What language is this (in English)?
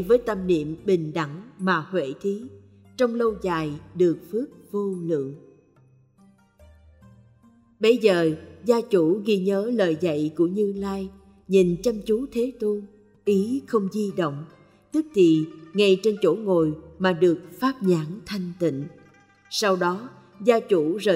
Vietnamese